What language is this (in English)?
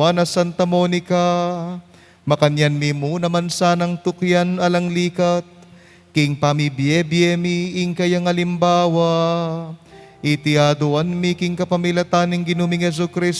Pampanga